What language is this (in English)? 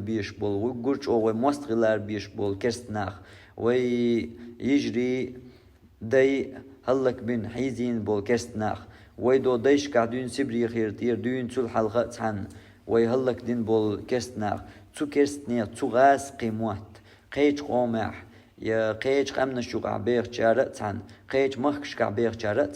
Chechen